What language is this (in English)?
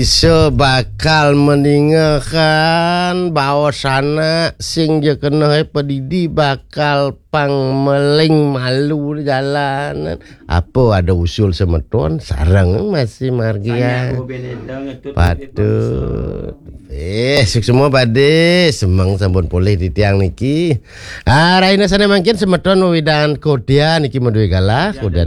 Balinese